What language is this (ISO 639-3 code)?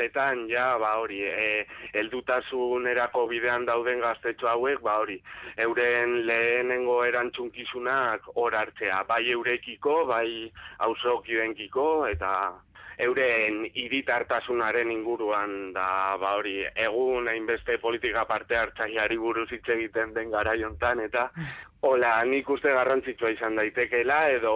eus